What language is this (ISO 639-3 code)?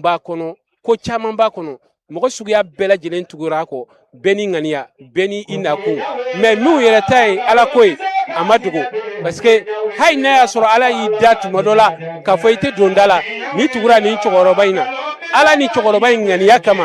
bam